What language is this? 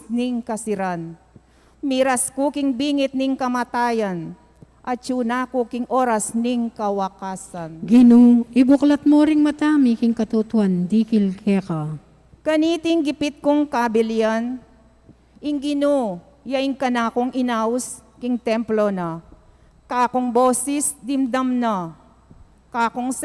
Pampanga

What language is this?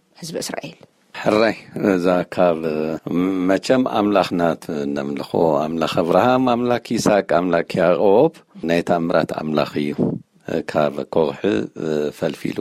Tigrinya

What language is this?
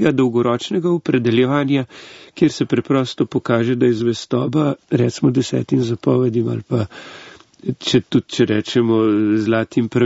Slovenian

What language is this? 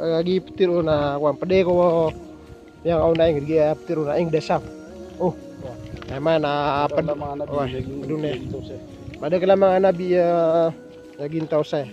Maranao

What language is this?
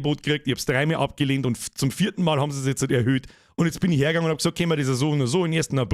Bavarian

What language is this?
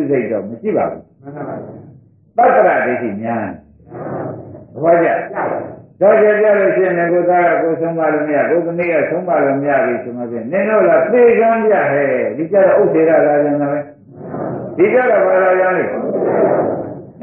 Burmese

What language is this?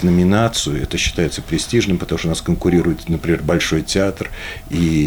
Russian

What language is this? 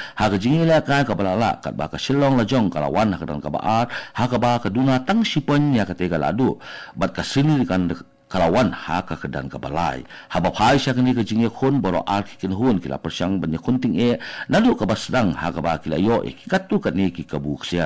Khasi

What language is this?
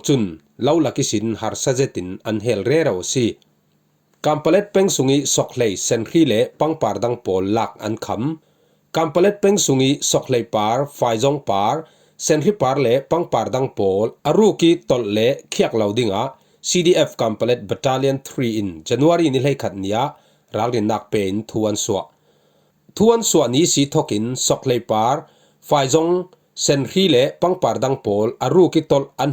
Falam Chin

